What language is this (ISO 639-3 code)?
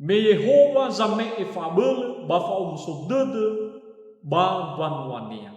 nia